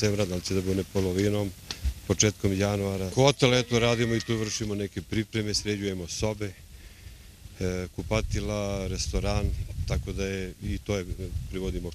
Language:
Serbian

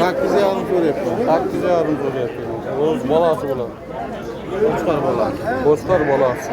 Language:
Uzbek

